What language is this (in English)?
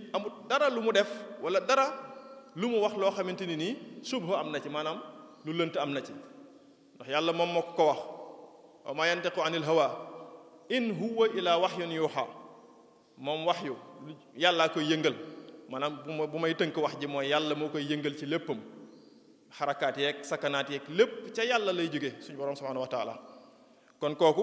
Wolof